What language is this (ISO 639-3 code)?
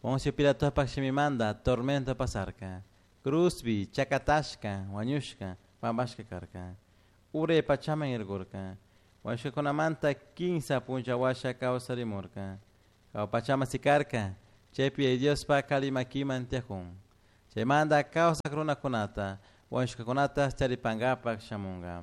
qug